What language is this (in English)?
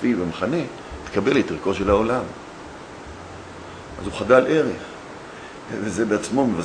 Hebrew